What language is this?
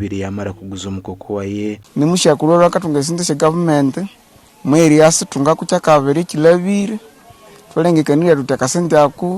Nyankole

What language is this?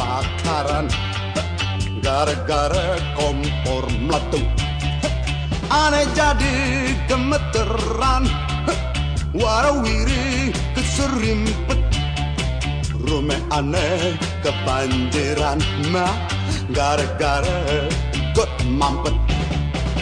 Dutch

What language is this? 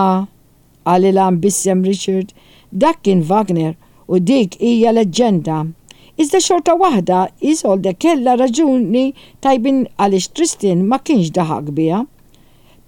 Maltese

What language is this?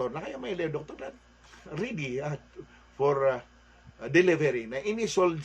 Maranao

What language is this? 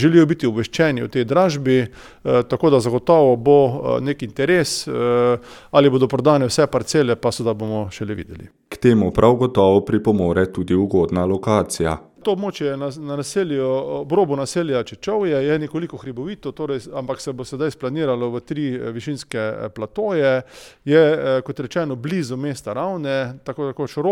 Slovenian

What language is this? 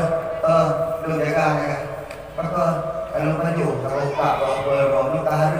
Achinese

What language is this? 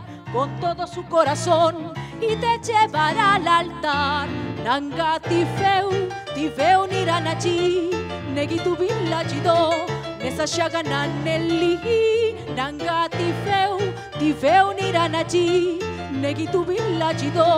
Spanish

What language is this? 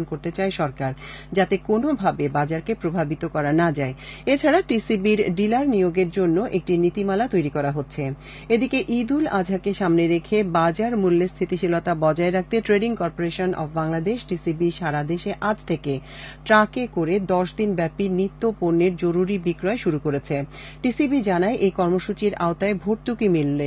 Bangla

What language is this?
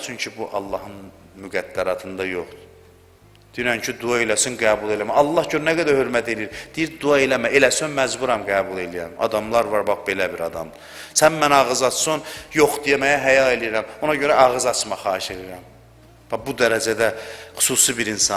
Azerbaijani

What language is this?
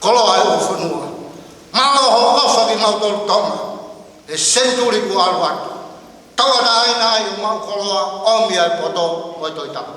Tongan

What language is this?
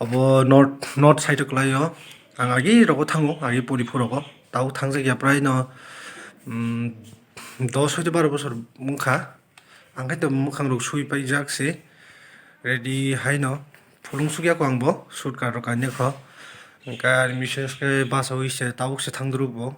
Kok Borok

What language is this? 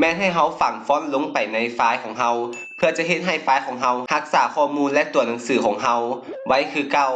Lao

